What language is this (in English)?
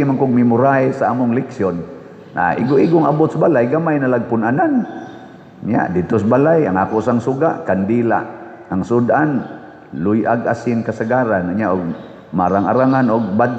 Cebuano